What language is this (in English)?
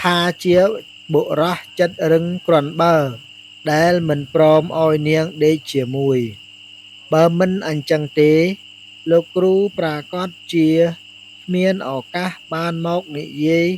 Khmer